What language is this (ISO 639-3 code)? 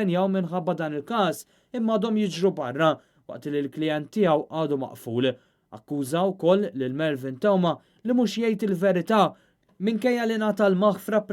mlt